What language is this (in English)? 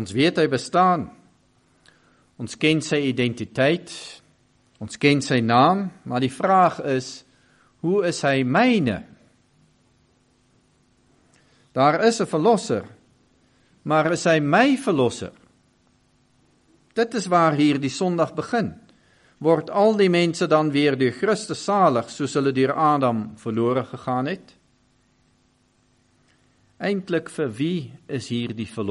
Afrikaans